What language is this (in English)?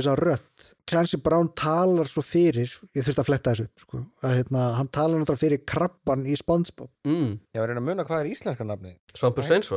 Icelandic